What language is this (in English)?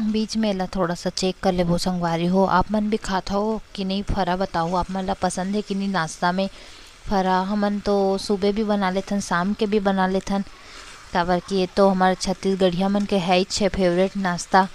Chhattisgarhi